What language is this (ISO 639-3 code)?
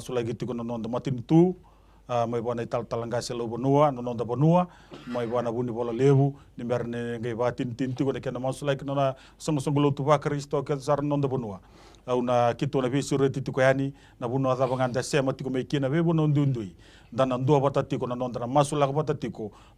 fij